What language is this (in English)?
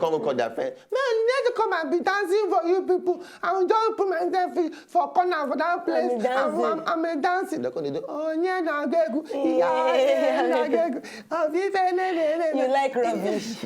Nigerian Pidgin